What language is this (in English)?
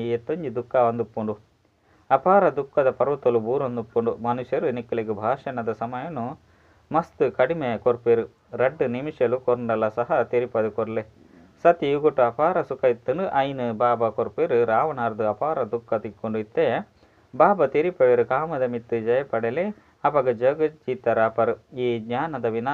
Tulu